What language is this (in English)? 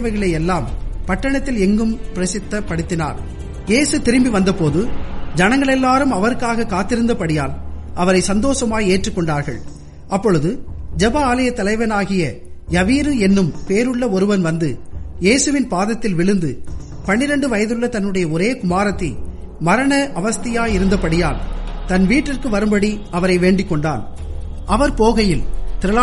Tamil